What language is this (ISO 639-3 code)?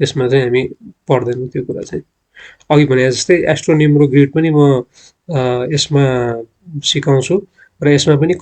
nep